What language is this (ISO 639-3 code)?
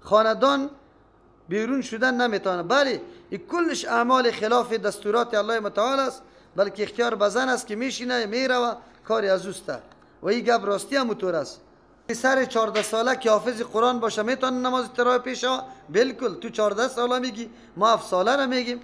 fas